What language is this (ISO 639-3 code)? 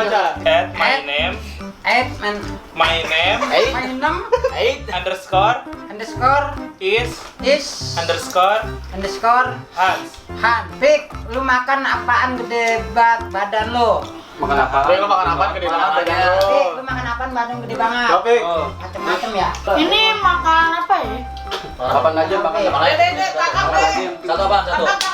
bew